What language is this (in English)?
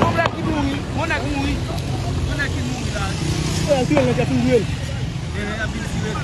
Haitian Creole